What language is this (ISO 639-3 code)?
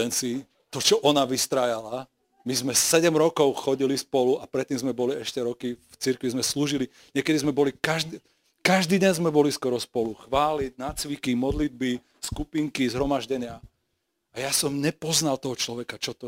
slk